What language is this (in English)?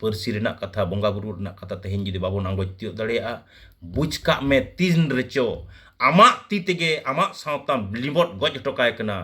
Santali